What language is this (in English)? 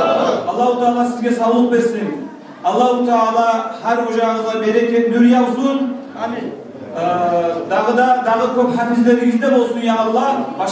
Kumyk